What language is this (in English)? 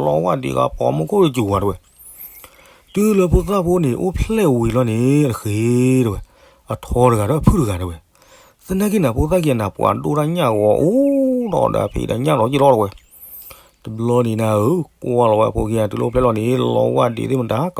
S'gaw Karen